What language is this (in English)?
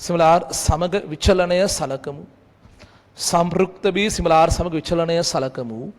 Sinhala